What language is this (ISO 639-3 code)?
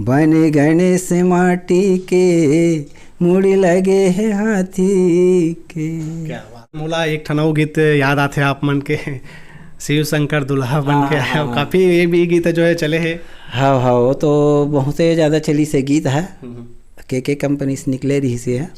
hne